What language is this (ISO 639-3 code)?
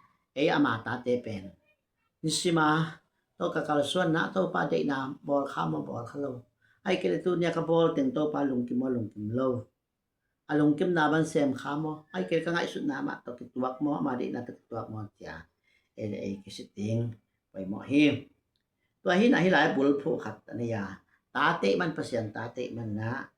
ctd